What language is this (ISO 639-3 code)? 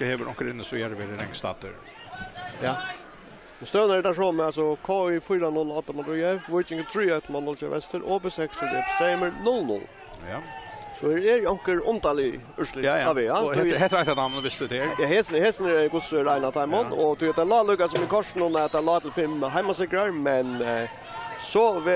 fao